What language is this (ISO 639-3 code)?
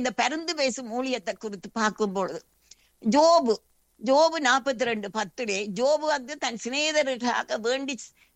tam